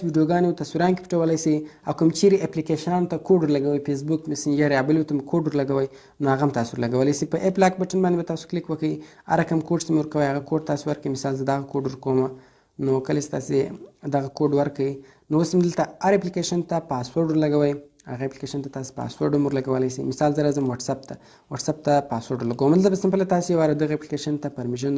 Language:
Pashto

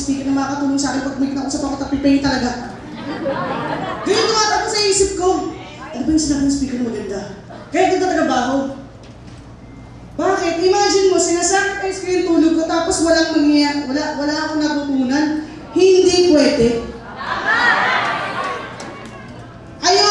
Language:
Filipino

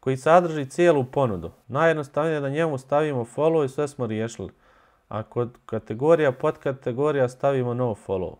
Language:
Bosnian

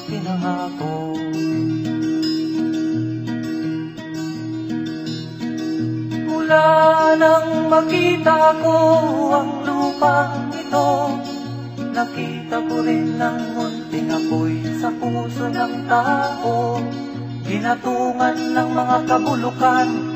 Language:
Filipino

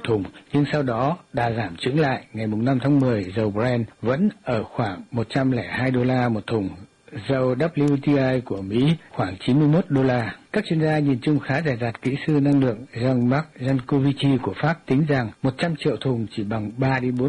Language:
Vietnamese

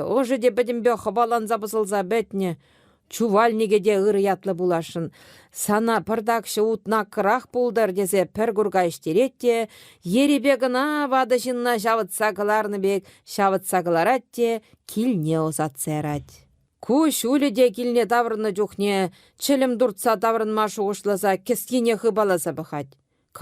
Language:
Chuvash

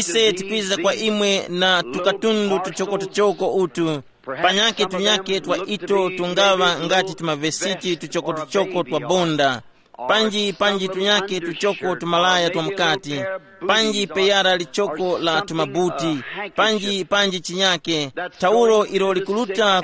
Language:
Tumbuka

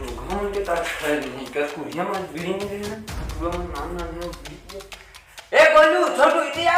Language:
Chhattisgarhi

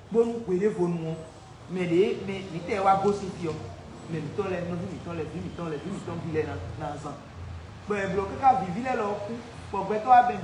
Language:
Fon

